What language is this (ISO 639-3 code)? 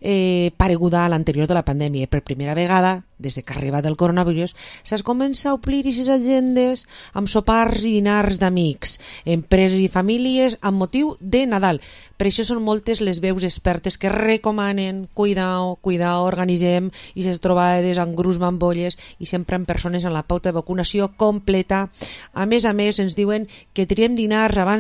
cat